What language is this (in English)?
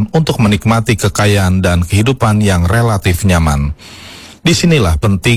Indonesian